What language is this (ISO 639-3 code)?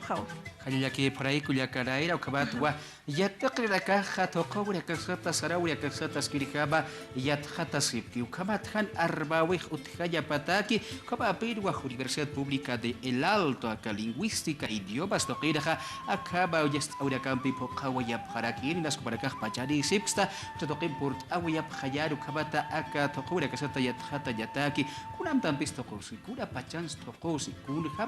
aym